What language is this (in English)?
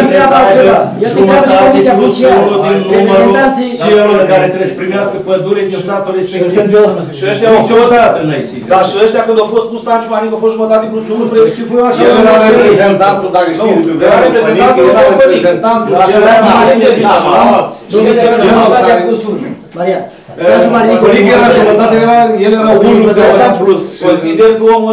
Romanian